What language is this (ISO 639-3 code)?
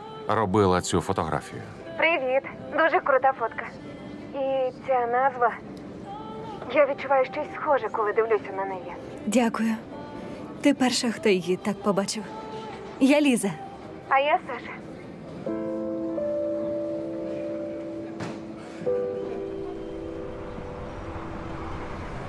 ukr